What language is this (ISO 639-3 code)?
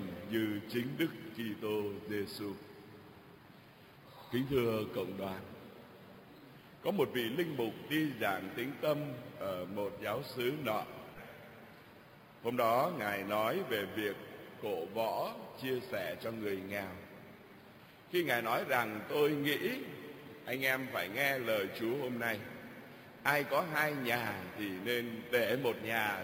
vie